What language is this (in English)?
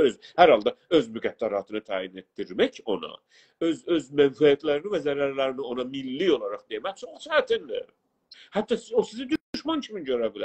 South Azerbaijani